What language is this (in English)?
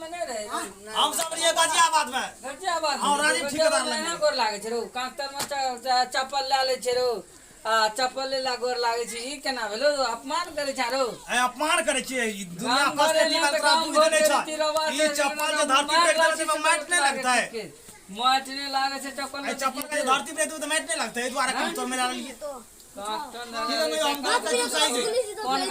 Maithili